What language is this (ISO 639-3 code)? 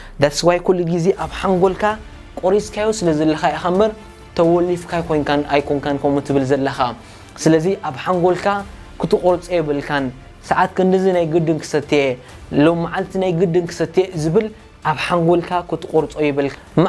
tir